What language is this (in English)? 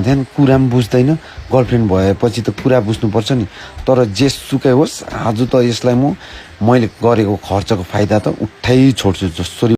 Nepali